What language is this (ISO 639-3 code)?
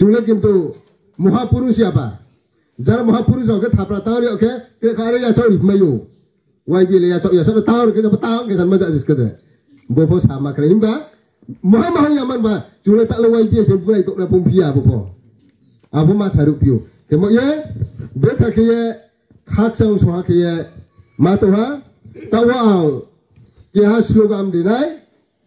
ria